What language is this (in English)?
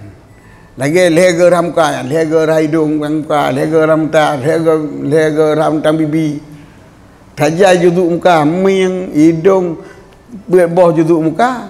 Achinese